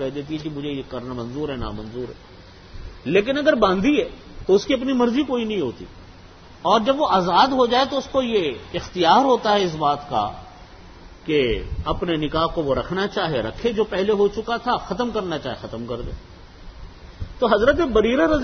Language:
Urdu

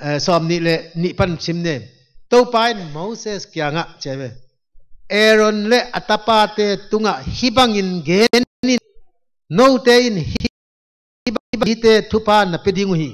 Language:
Tedim Chin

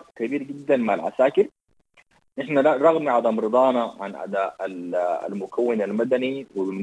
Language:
Sudanese Arabic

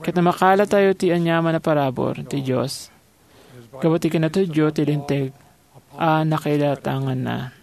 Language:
Iloko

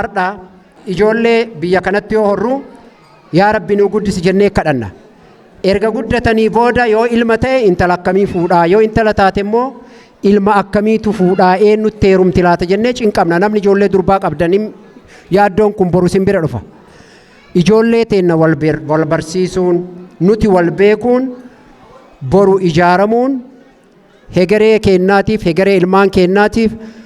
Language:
Oromo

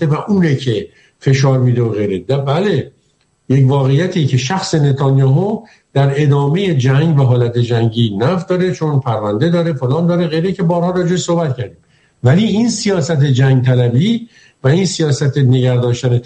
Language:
Persian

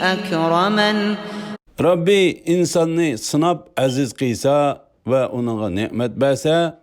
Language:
Uyghur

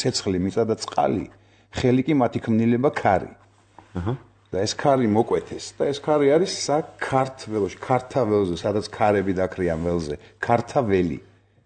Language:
Georgian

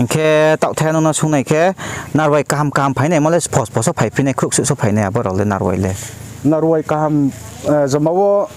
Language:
Riang (India)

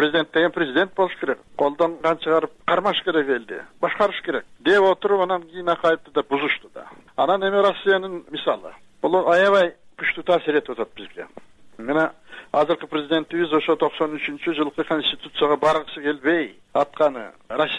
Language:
Kyrgyz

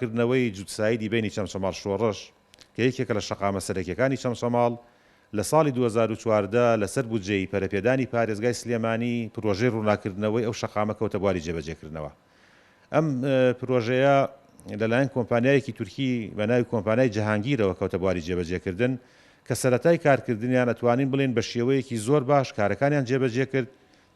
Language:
Central Kurdish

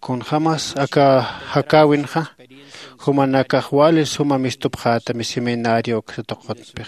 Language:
Aymara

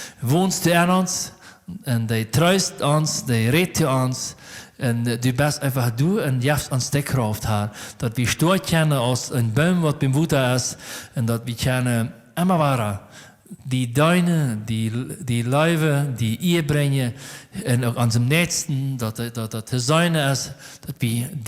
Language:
Plautdietsch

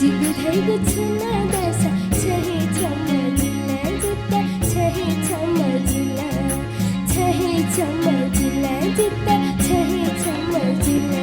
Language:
Newari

